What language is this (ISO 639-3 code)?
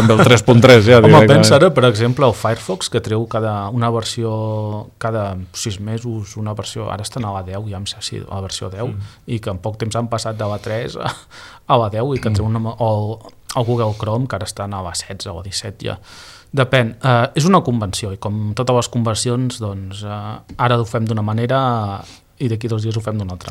cat